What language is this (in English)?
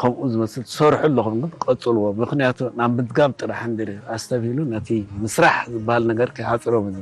Tigrinya